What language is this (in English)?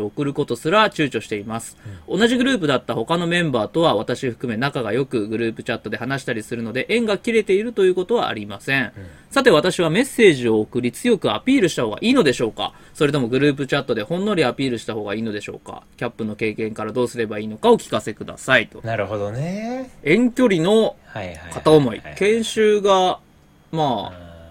Japanese